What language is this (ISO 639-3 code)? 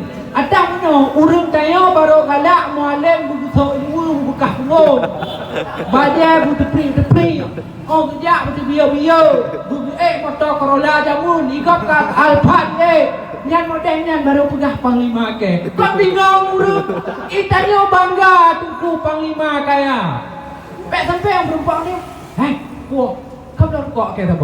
ace